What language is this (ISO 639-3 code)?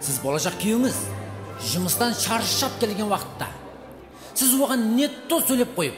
kaa